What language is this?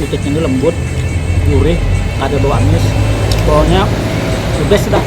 Banjar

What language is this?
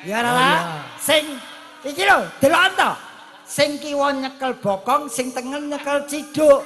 Javanese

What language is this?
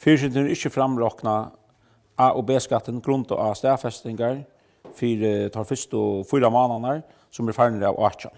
Faroese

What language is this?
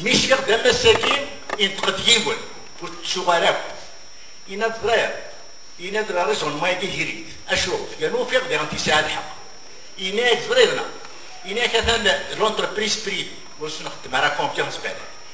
Kabyle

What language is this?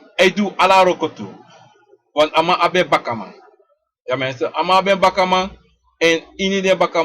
Sranan Tongo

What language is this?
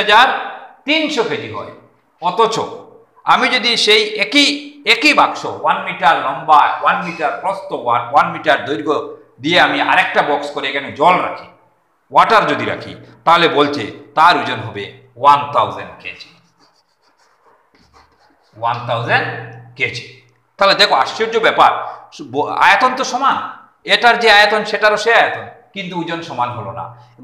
Bangla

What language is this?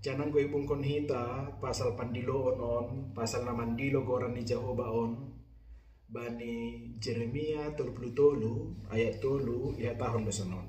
Batak Simalungun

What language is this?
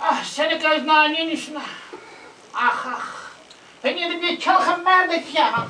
Zaza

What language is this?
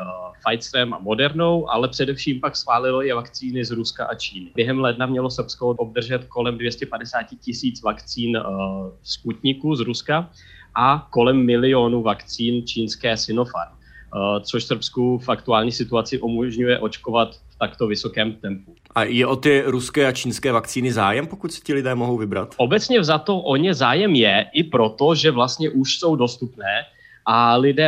Czech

